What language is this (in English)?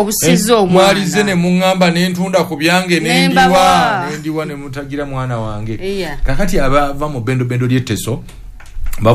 Ganda